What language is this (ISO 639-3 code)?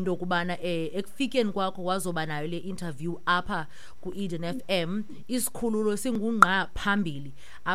xho